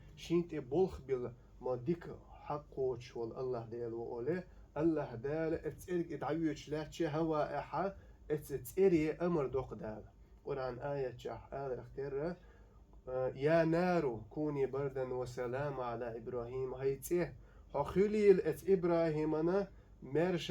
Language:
Chechen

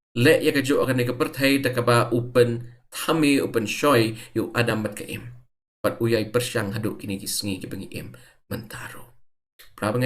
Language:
Khasi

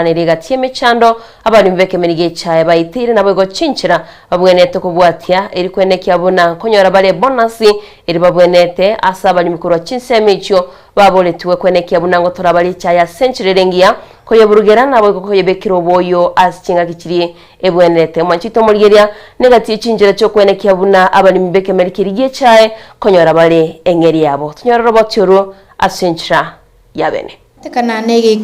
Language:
Gusii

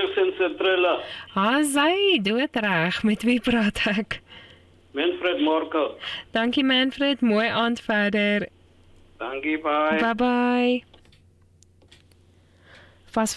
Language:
Afrikaans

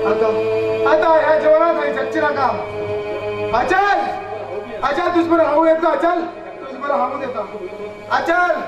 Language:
Konkani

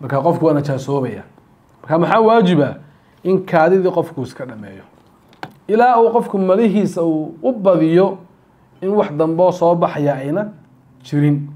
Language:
Somali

